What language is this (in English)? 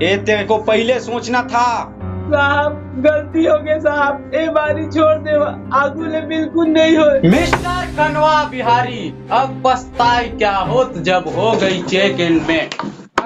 Chhattisgarhi